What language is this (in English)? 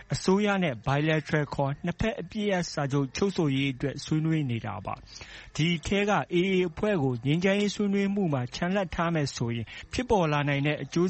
Burmese